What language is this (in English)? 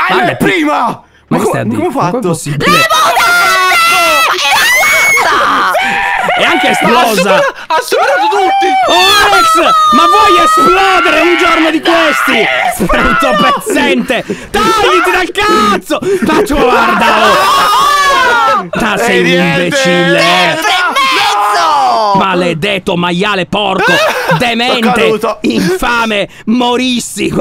Italian